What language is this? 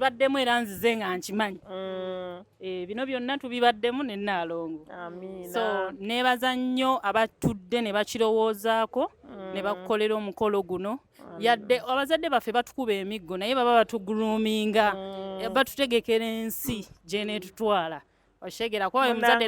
Ganda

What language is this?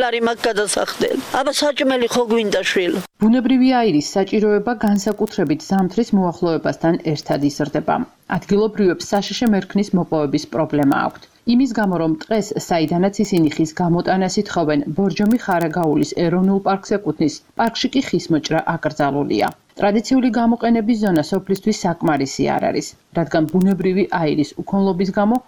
Georgian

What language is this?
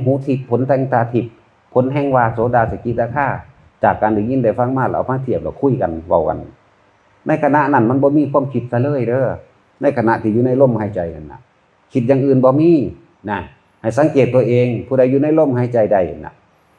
Northeastern Thai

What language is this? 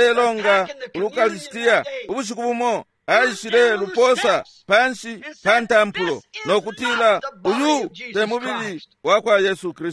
Bemba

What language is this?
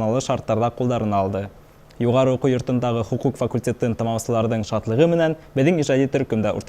Bashkir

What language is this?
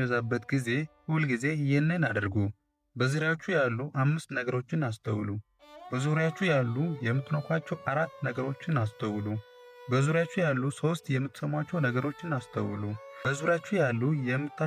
Amharic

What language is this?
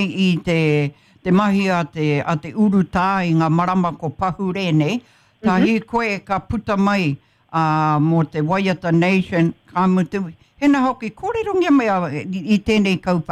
Māori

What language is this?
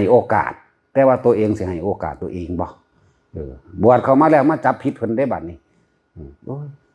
Northeastern Thai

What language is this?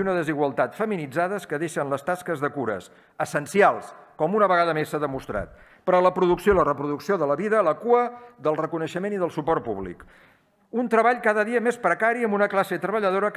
Catalan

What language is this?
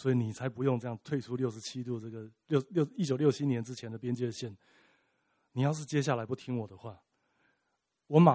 Chinese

